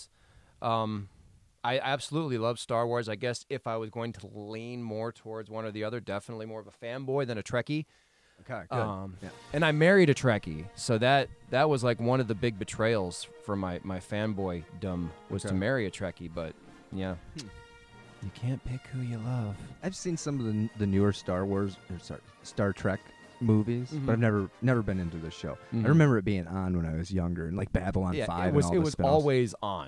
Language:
English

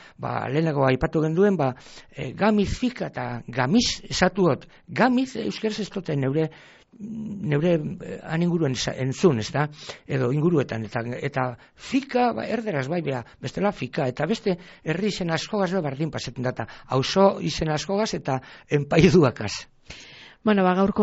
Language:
Basque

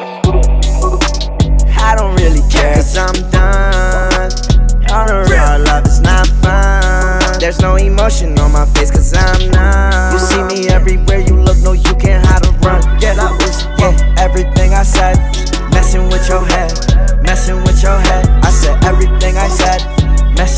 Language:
English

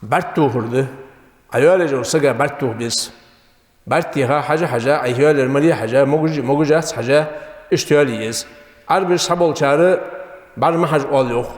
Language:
Ingush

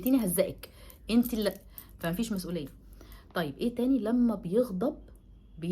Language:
Egyptian Arabic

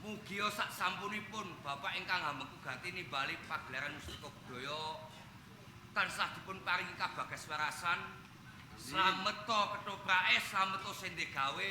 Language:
Javanese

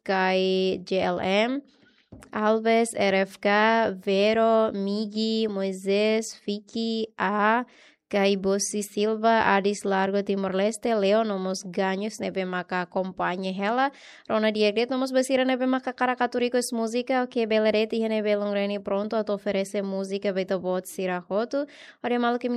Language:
Tetum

